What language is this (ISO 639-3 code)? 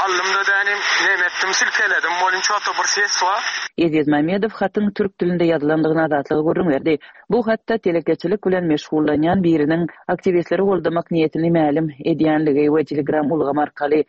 tuk